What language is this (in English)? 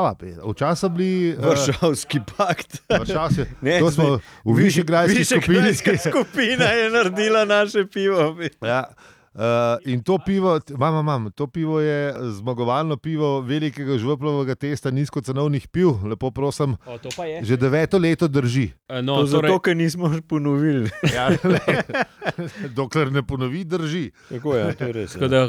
Slovenian